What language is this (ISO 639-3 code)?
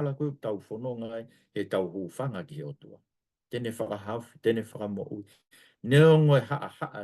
ton